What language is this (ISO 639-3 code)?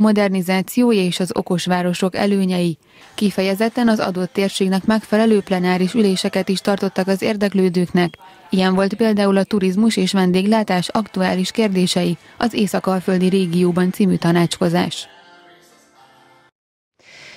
hun